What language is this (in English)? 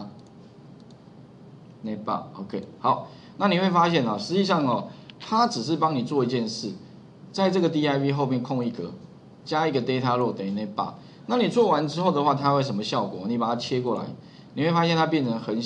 Chinese